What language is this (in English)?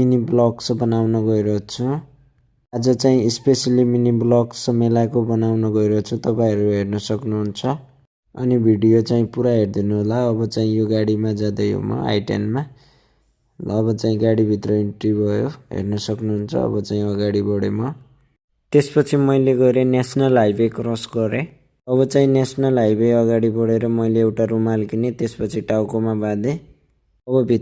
Nepali